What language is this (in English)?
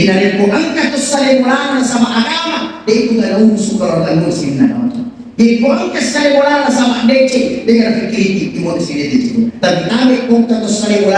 Buginese